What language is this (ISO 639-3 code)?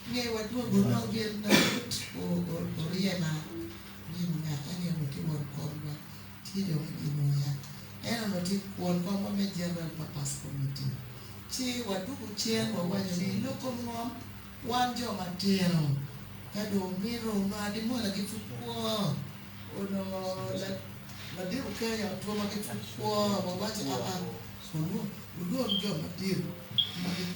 ach